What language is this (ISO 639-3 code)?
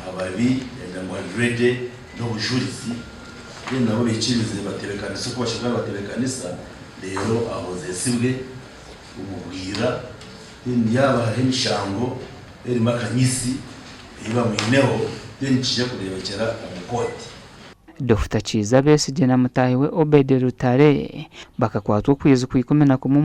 nyn